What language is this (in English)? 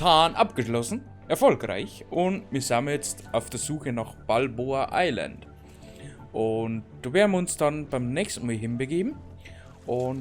Bavarian